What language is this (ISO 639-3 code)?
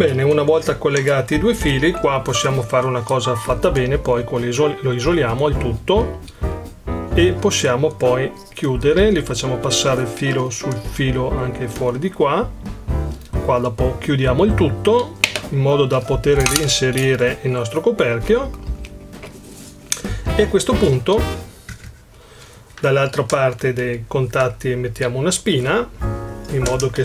ita